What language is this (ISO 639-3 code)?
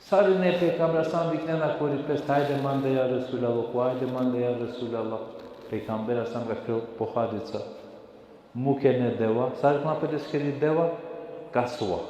rmn